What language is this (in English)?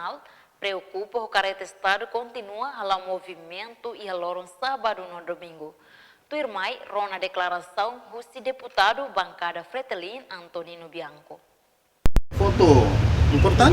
Tetum